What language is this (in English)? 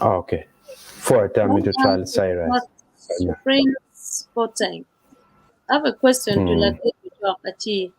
Acoli